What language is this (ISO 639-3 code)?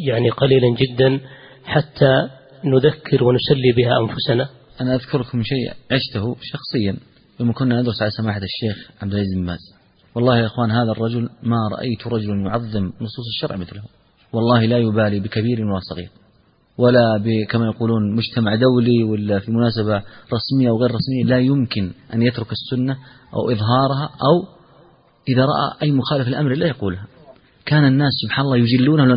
ara